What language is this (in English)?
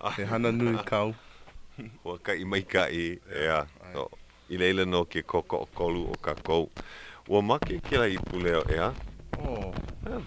Hawaiian